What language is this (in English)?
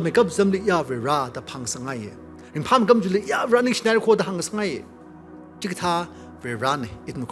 Tangkhul Naga (India)